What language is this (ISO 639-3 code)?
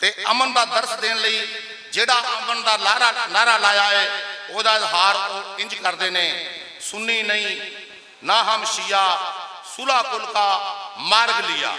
lah